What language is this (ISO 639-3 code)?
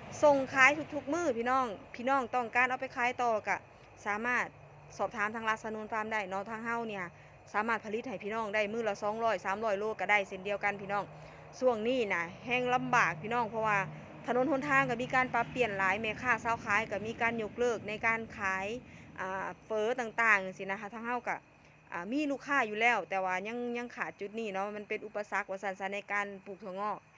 tts